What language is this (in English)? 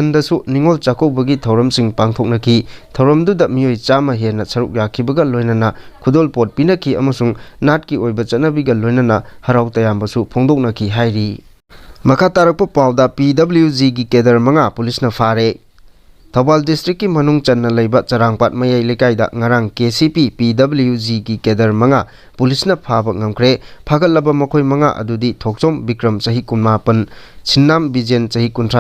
Manipuri